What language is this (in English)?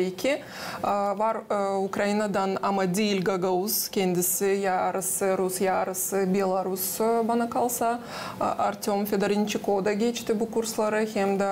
Gagauz